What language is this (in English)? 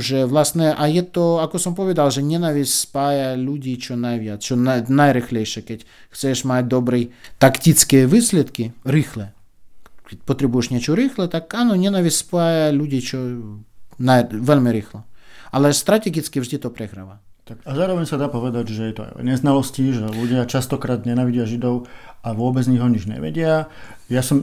Slovak